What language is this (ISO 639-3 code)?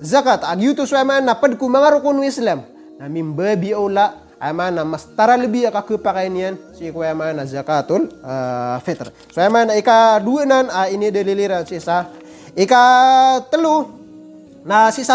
mrw